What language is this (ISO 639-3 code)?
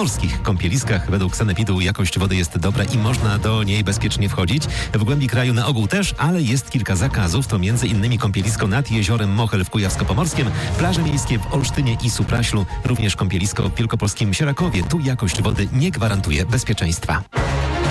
pol